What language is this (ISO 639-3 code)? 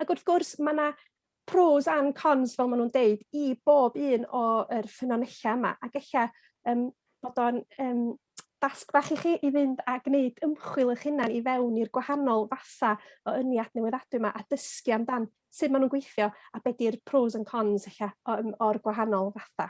cym